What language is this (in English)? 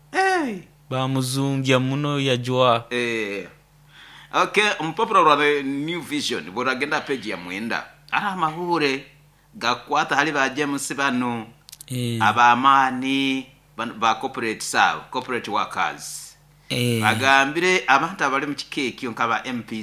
Nyoro